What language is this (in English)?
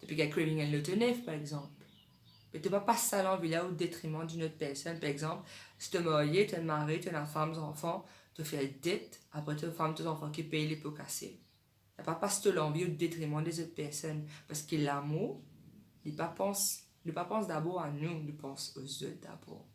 Morisyen